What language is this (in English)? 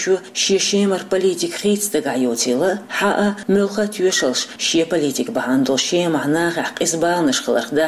Chechen